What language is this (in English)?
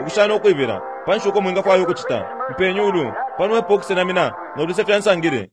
Bemba